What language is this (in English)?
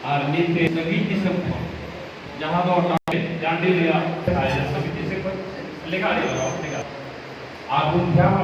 Santali